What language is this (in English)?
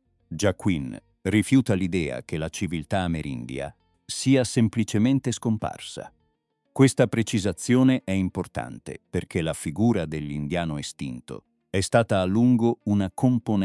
Italian